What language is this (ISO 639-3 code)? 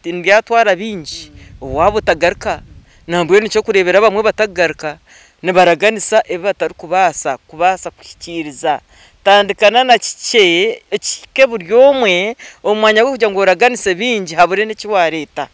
nyn